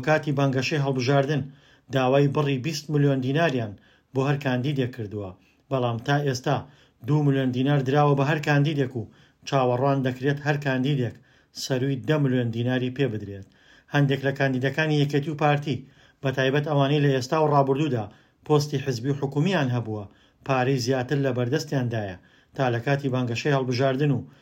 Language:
Central Kurdish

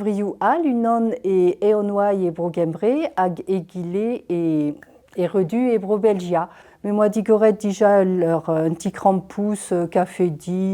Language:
Breton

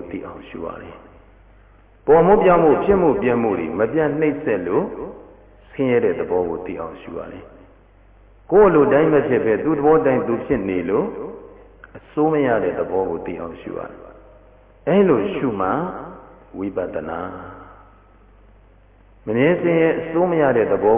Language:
Burmese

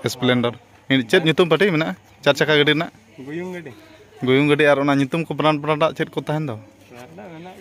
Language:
Santali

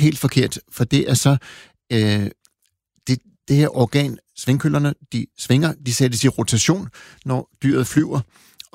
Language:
Danish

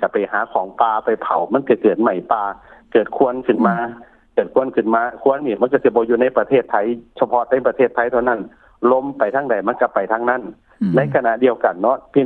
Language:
Lao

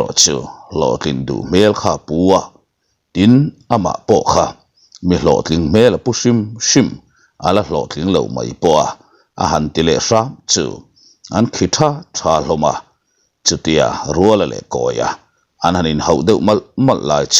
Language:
Mizo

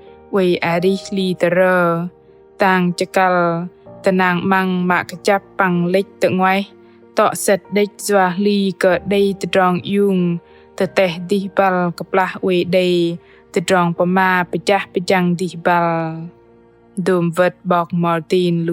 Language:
Bahnar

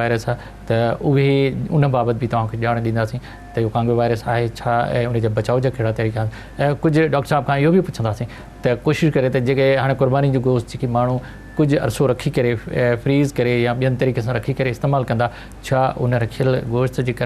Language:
Sindhi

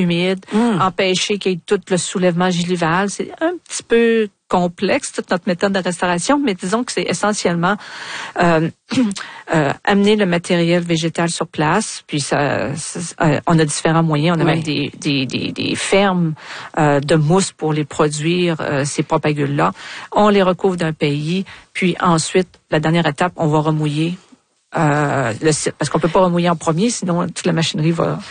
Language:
French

